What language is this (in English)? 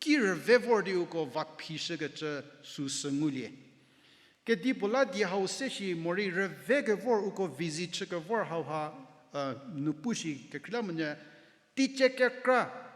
Angami Naga